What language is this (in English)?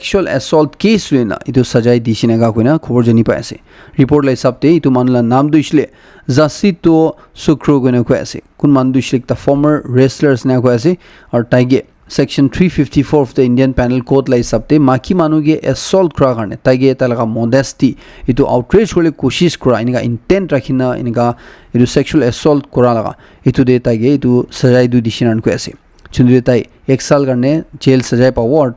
Naga Pidgin